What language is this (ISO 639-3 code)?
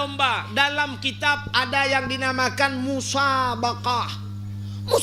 ace